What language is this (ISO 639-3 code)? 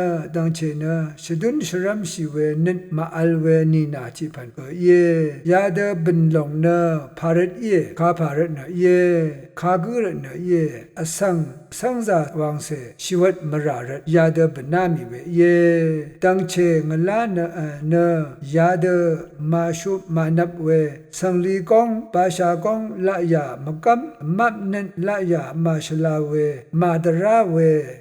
raw